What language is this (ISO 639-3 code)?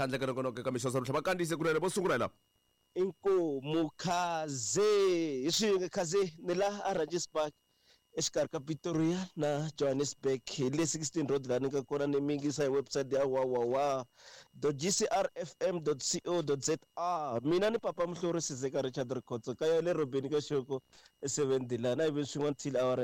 tso